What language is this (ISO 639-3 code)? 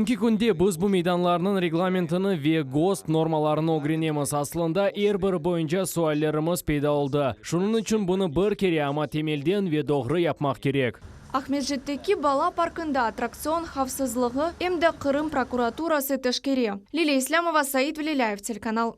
crh